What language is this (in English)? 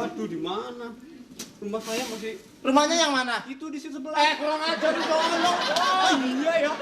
Betawi